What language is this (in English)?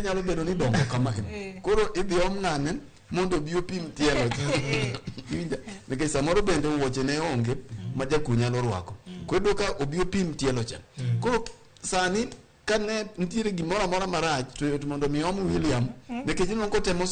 Luo (Kenya and Tanzania)